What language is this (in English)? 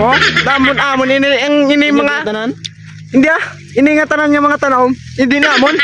Hiligaynon